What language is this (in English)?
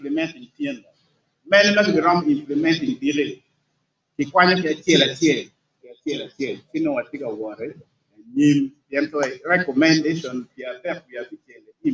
Acoli